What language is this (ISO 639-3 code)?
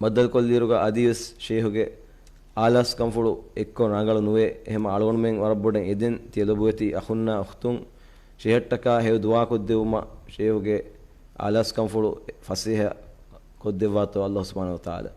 div